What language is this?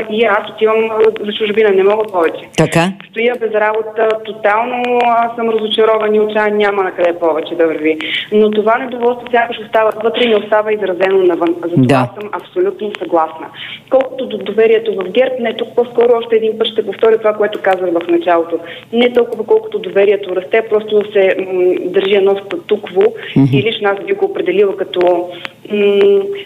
Bulgarian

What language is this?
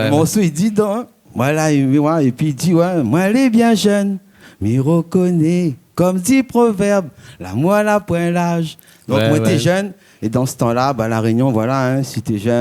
Réunion Creole French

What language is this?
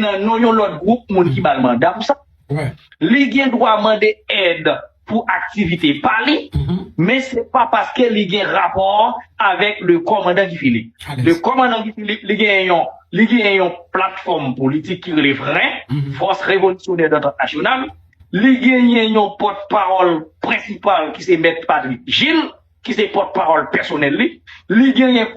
Haitian Creole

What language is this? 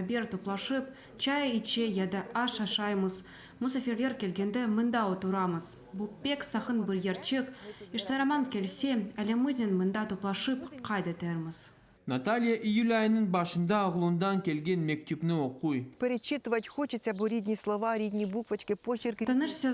Crimean Tatar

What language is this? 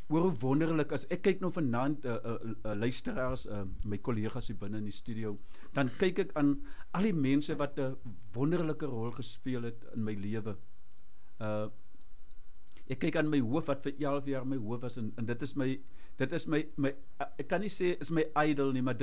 Afrikaans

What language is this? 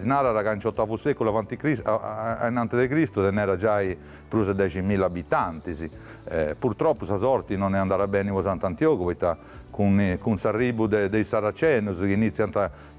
Sardinian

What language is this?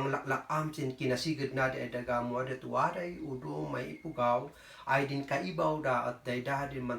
Kankanaey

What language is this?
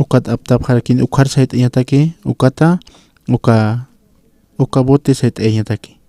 Aymara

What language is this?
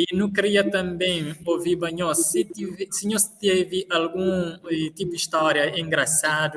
Kabuverdianu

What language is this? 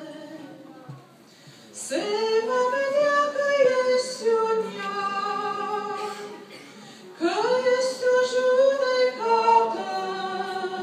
Romanian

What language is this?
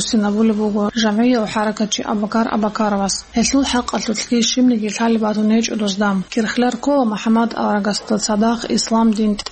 Avaric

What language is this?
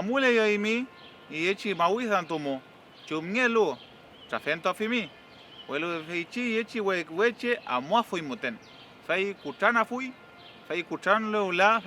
Mapuche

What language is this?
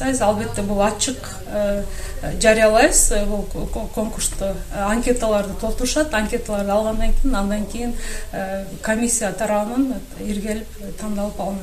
Kyrgyz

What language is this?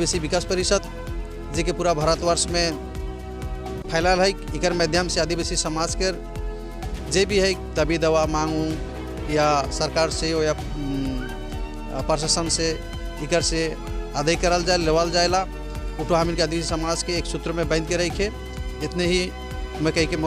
Sadri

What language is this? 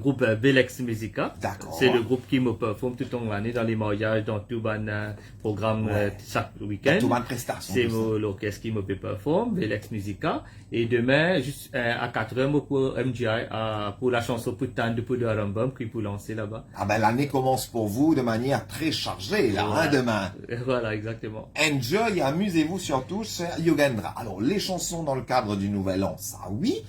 Morisyen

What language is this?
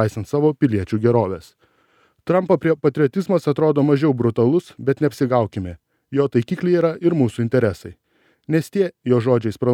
Lithuanian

